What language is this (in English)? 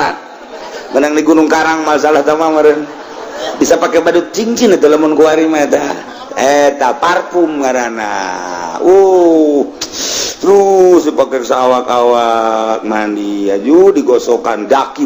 Sundanese